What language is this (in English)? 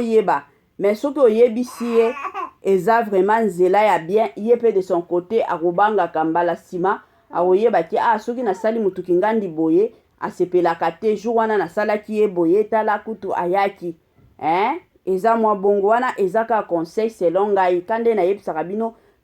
Lingala